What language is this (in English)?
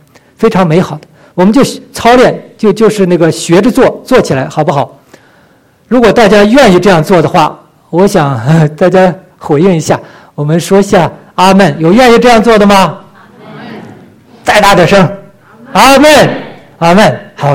Chinese